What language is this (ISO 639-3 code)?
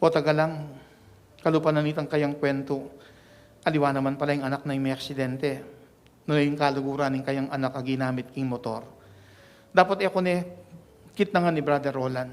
pam